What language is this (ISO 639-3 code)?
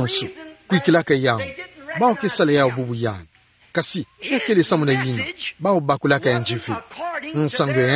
ktu